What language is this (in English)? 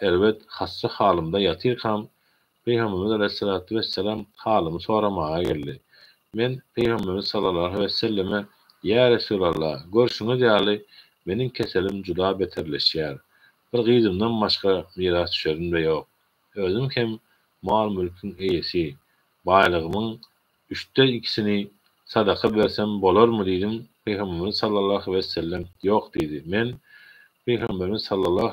Turkmen